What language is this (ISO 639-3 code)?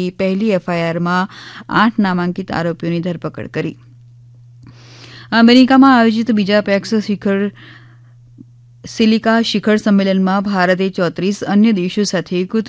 guj